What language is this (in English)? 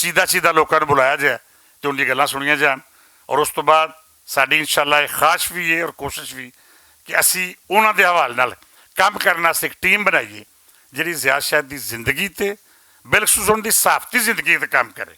Western Panjabi